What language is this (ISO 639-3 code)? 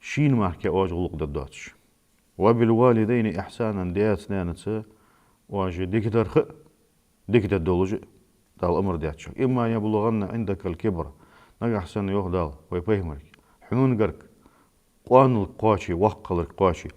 inh